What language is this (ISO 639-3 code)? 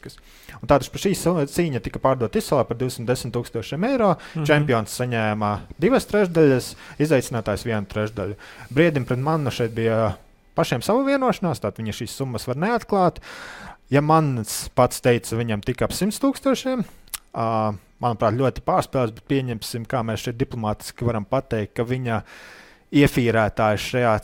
lav